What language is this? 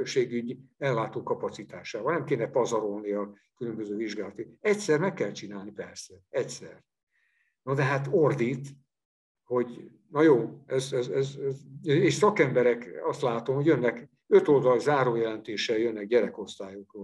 Hungarian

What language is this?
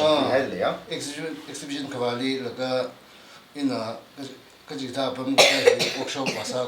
Tangkhul Naga (India)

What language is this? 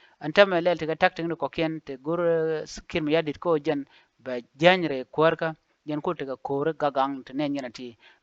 Nuer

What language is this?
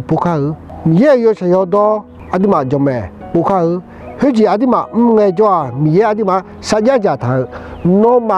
Akha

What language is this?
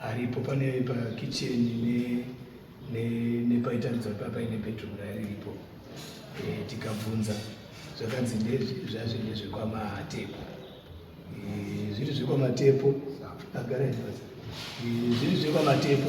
Shona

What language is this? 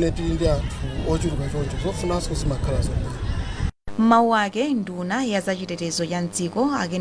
Nyanja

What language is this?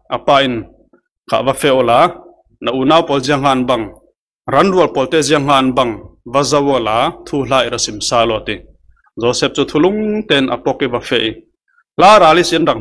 Falam Chin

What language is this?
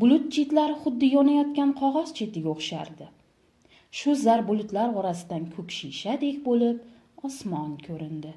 Uzbek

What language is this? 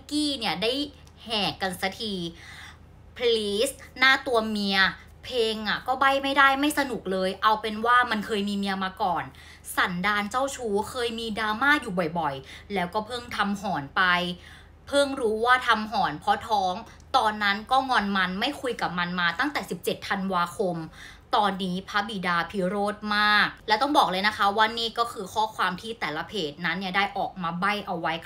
Thai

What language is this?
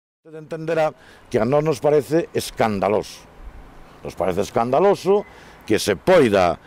Galician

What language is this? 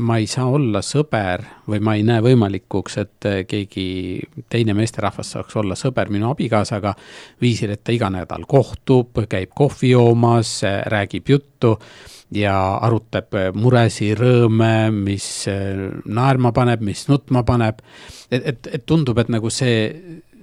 Estonian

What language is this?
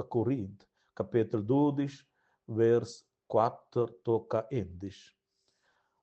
Romansh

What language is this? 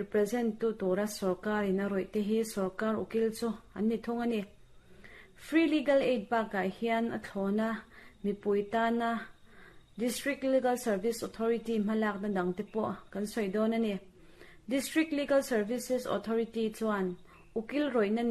Mizo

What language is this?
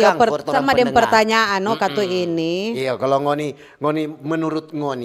Manado Malay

